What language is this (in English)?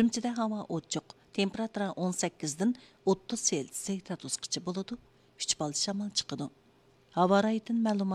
Uyghur